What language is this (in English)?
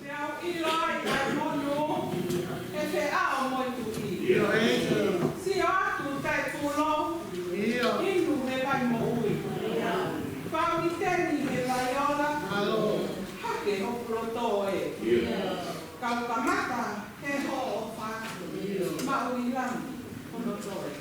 Tongan